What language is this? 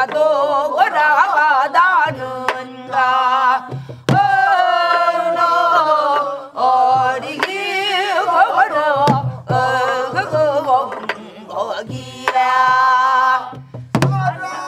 Korean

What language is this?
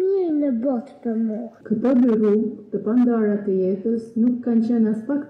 Albanian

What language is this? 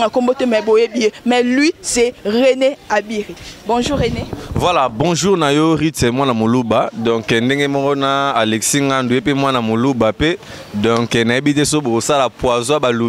Lingala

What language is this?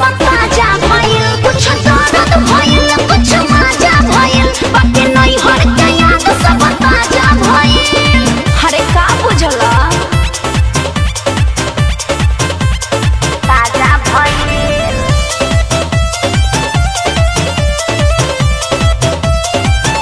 Bhojpuri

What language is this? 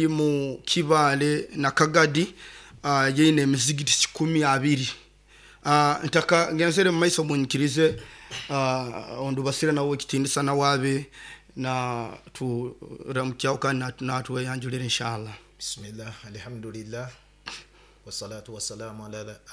Nyoro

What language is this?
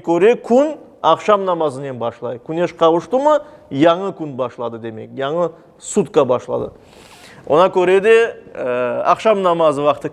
Crimean Tatar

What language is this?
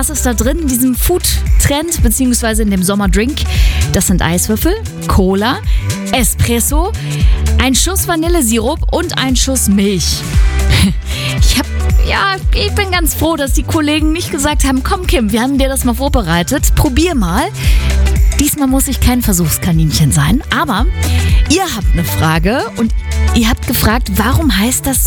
German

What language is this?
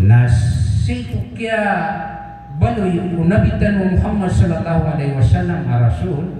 Maranao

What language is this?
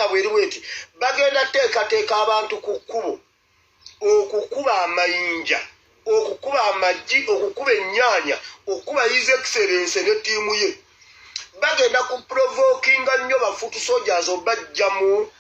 Ganda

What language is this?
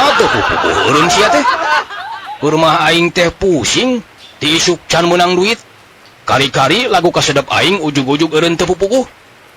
Sundanese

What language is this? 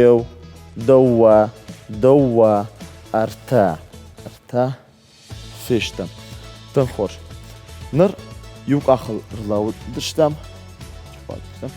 Ossetic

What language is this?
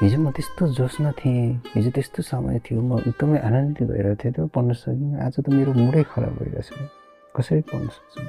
Nepali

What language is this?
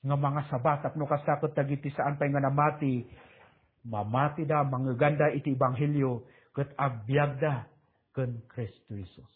Iloko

